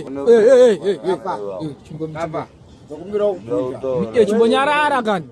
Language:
Shona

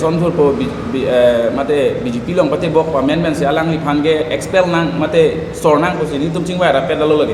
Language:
Karbi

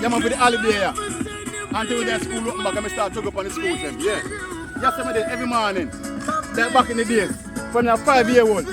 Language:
Jamaican Creole English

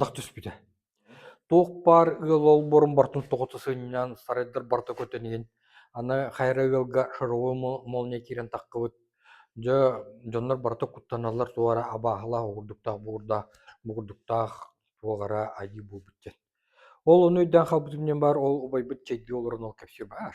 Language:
Yakut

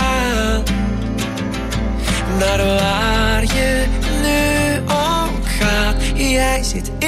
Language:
Dutch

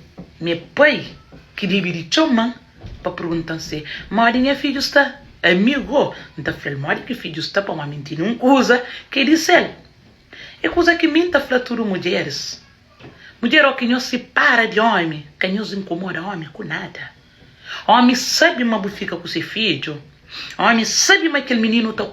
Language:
Kabuverdianu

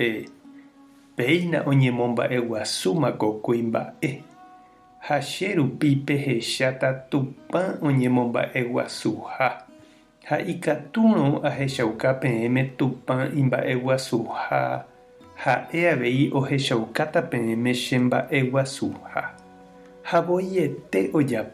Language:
Guarani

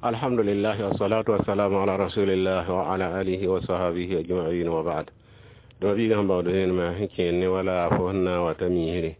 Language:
Mossi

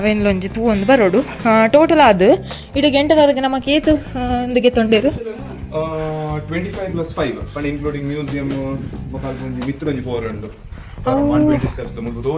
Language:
Tulu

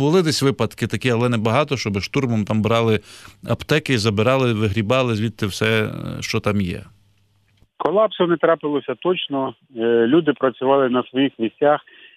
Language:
Ukrainian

